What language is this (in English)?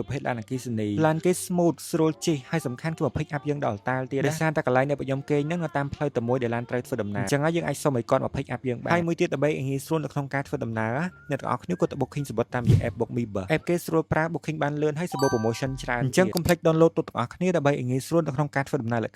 Khmer